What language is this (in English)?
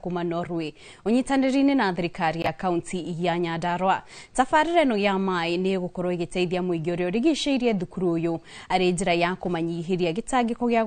Kikuyu